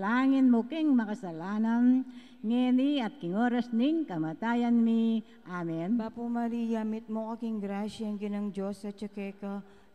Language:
Pampanga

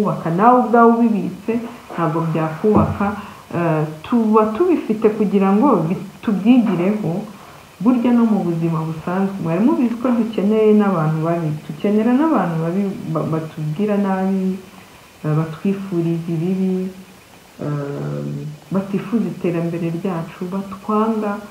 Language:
Kinyarwanda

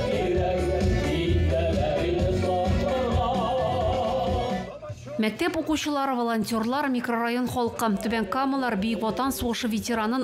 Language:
Tatar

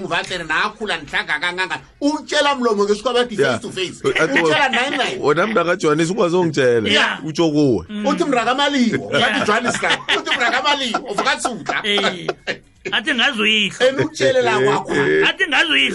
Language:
South Ndebele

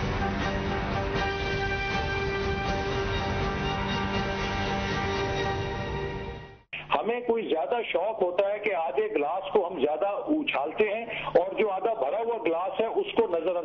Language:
Urdu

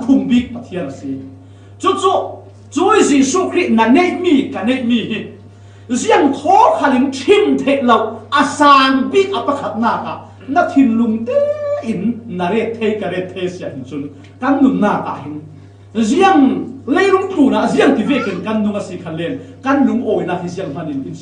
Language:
Falam Chin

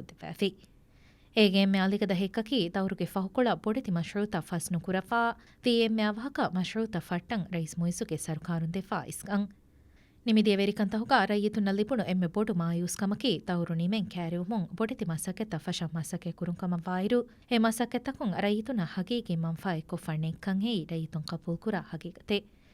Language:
Divehi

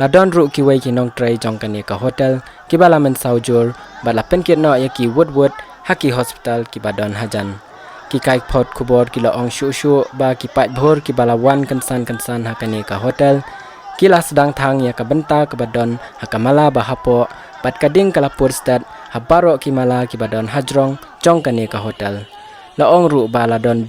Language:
Khasi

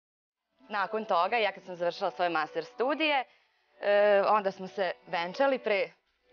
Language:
Serbian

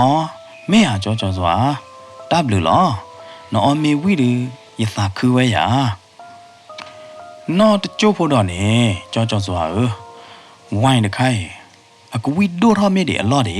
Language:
S'gaw Karen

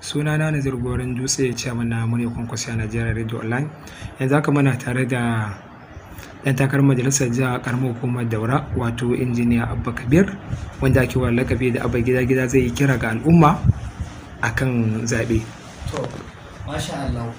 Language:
Hausa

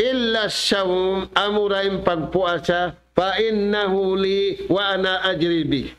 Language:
Tausug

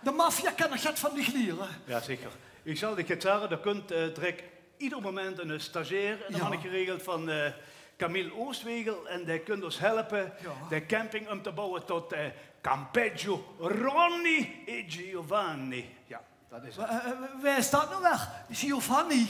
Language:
Limburgish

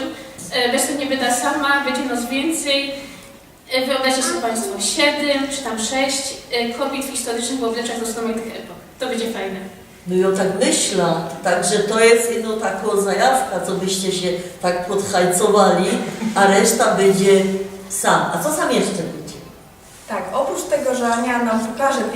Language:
Silesian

